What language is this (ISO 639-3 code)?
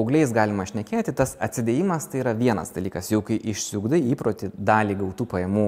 lit